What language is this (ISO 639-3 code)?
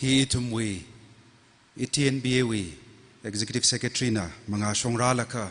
nmf